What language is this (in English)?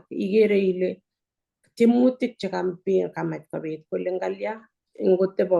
Kalenjin